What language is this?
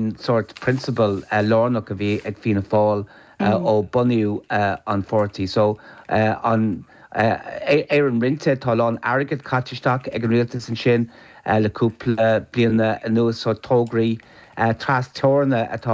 Irish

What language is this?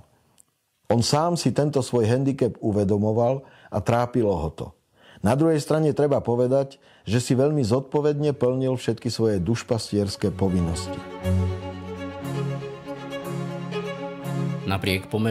Slovak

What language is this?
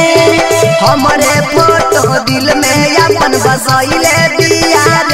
Bhojpuri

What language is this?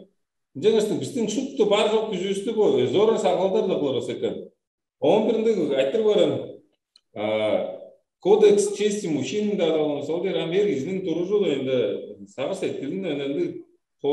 Tuvinian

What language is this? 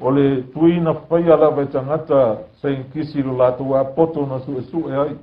Samoan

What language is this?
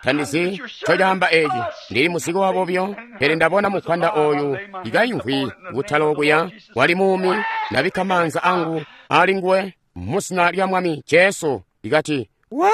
Tonga (Zambia)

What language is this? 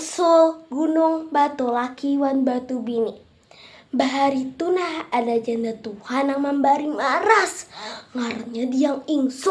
Banjar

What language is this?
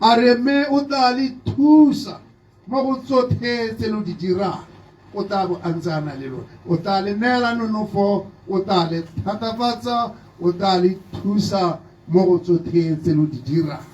Tswana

